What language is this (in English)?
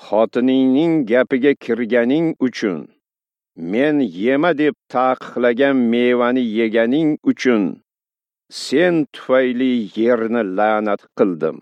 Uzbek